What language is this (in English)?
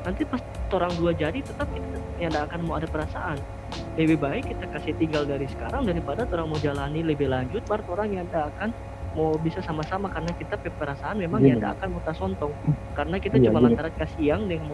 Manado Malay